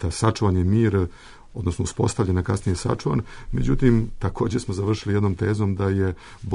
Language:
Bosnian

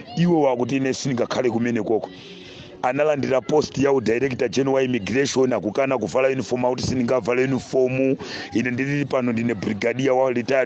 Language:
Nyanja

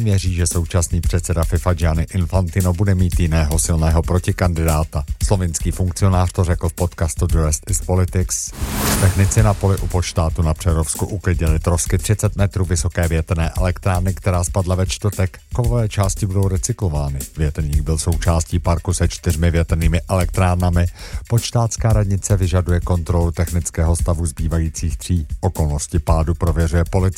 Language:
Czech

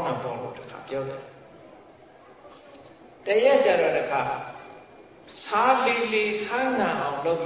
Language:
Burmese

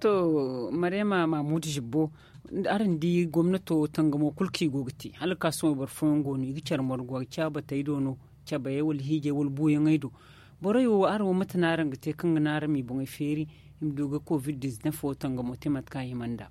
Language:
Zarma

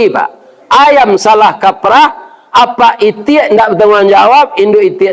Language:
Minangkabau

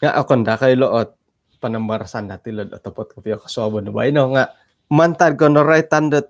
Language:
Central Dusun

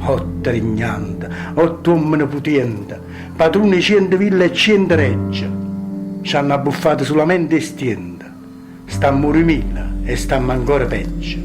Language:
Neapolitan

